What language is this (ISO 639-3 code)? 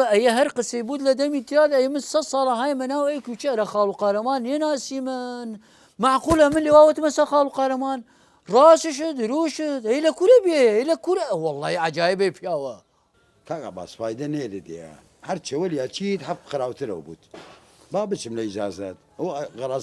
sdh